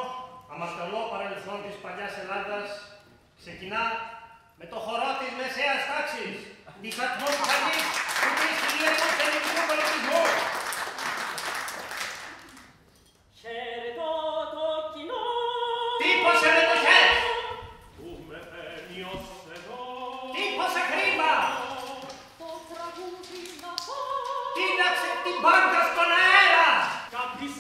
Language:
Greek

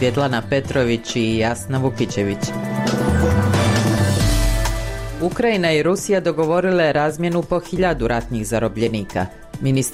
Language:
Bosnian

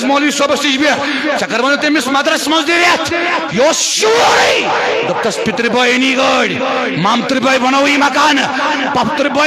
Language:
Kashmiri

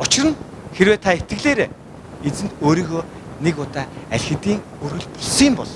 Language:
Mongolian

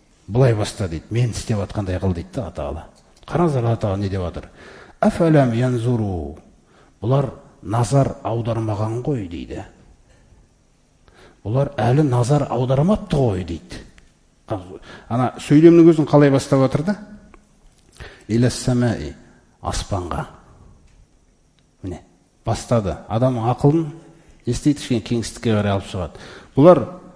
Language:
Kazakh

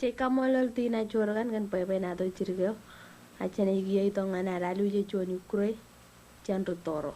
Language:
Marshallese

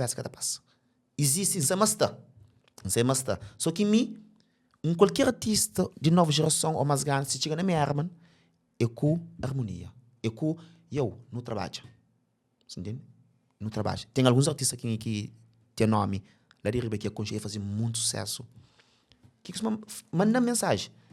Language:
Kabuverdianu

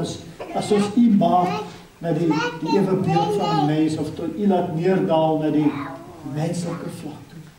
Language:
Afrikaans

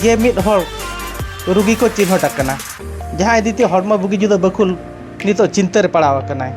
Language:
Santali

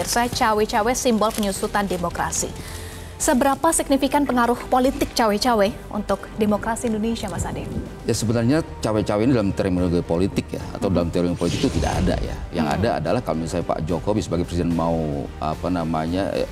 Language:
Indonesian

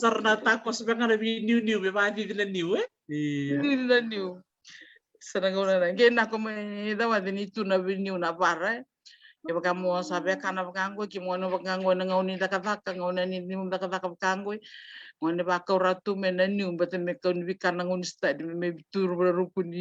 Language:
Fijian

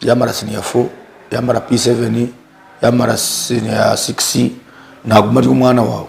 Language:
Nyankole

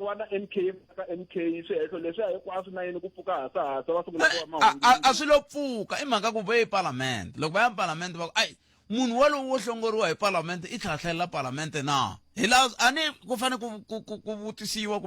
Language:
Tsonga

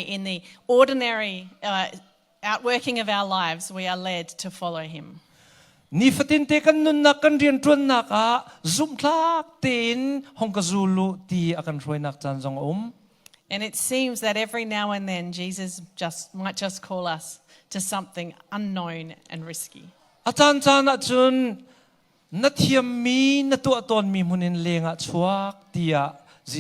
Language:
Hakha Chin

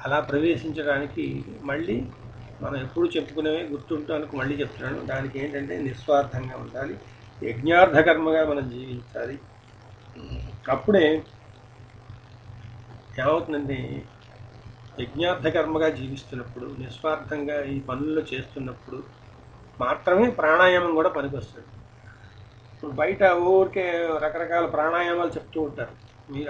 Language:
Telugu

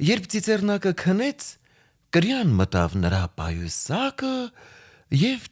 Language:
Armenian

